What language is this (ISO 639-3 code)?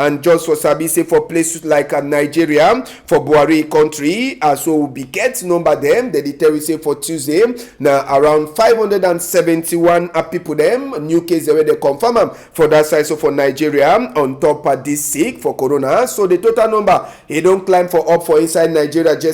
wes